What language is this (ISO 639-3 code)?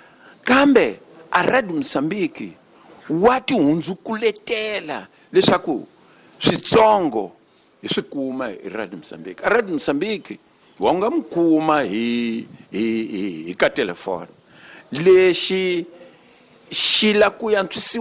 tso